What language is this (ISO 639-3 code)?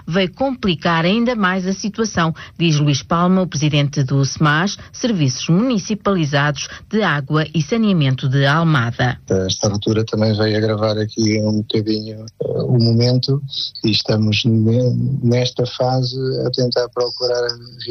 por